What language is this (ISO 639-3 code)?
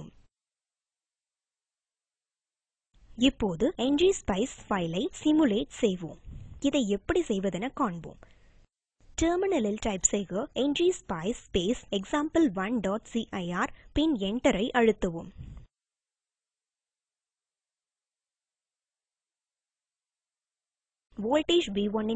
tam